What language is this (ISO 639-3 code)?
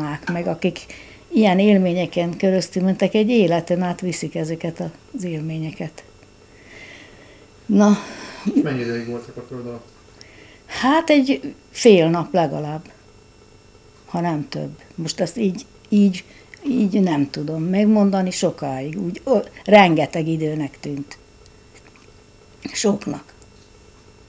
hun